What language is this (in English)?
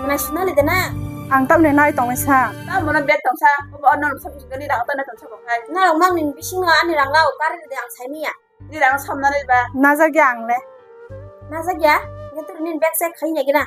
Kok Borok